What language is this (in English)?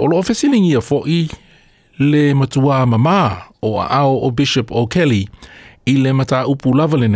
Samoan